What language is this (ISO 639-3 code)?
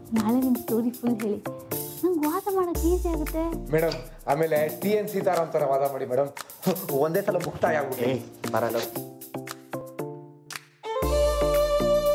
kan